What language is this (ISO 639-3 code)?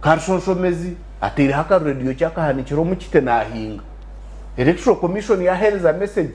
nyn